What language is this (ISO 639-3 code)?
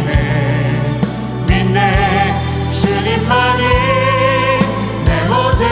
kor